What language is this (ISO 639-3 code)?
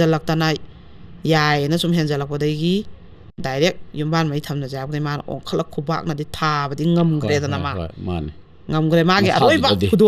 mni